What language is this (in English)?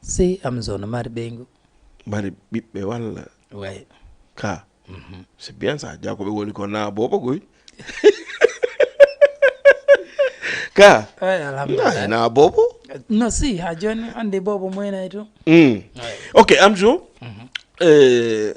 Fula